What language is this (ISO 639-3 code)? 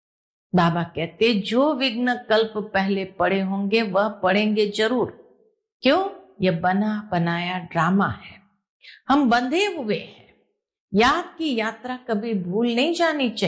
hin